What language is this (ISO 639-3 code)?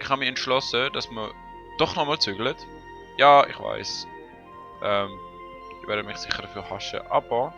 gsw